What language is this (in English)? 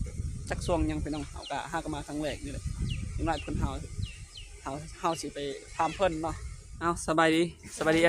Lao